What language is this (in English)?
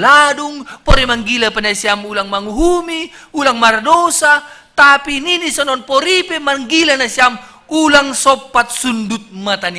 Batak Simalungun